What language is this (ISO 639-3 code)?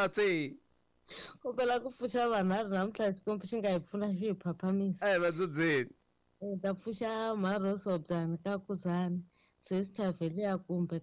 tso